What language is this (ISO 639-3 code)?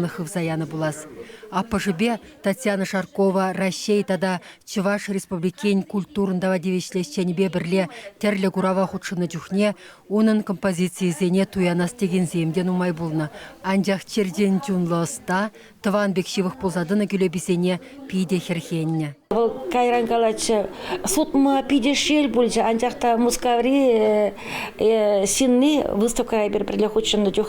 chv